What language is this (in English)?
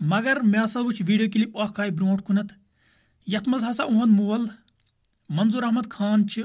Kashmiri